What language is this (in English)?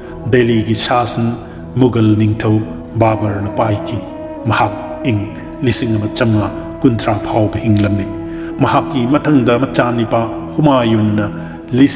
Manipuri